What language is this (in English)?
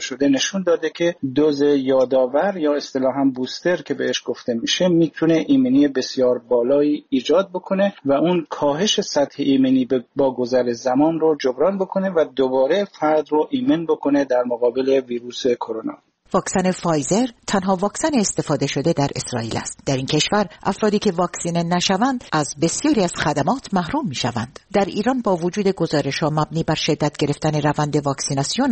Persian